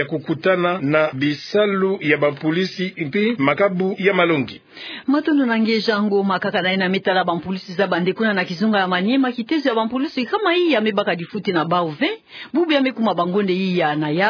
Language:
Kituba (Democratic Republic of Congo)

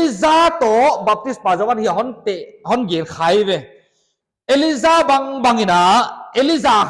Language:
Paite Chin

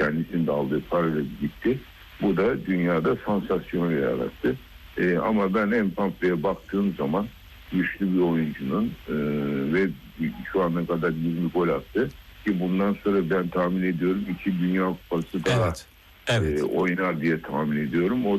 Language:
Turkish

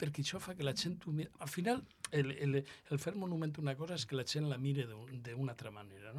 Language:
Catalan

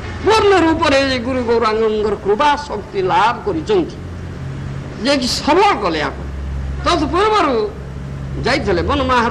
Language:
Odia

